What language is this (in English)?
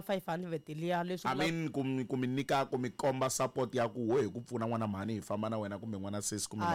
Tsonga